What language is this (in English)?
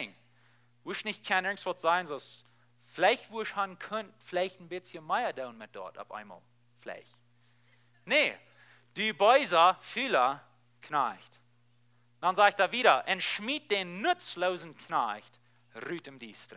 Plautdietsch